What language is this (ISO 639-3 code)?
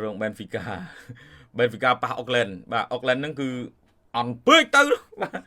khm